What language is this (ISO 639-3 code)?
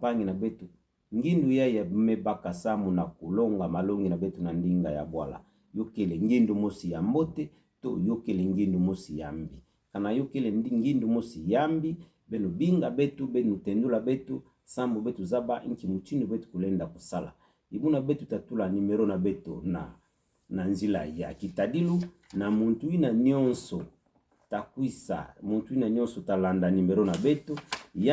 ktu